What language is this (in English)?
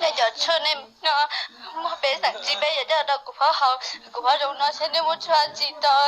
Hmong